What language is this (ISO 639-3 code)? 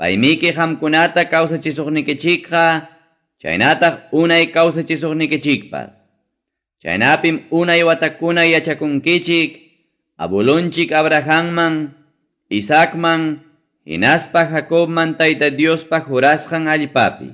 quy